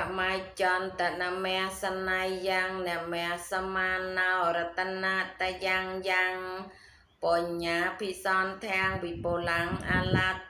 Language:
Khmer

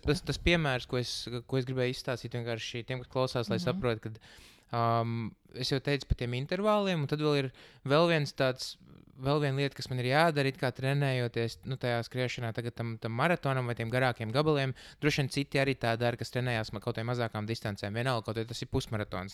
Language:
Latvian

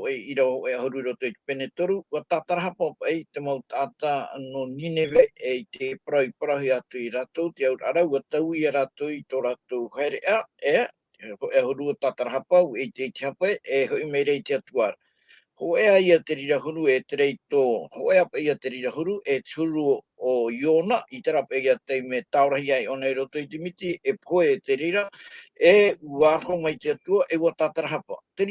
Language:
Tahitian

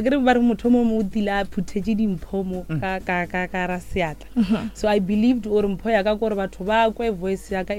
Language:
Northern Sotho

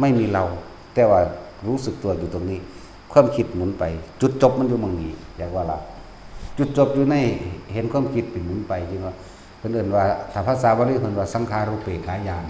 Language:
Northeastern Thai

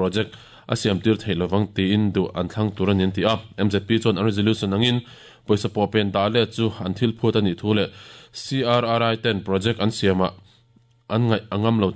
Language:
Mizo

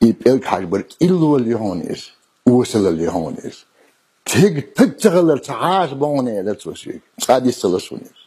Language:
Chechen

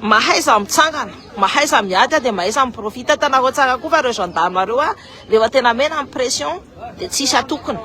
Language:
Malagasy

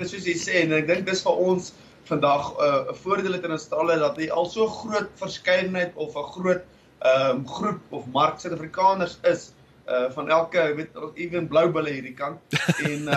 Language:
Afrikaans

